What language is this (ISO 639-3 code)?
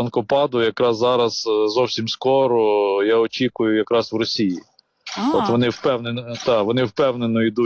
ukr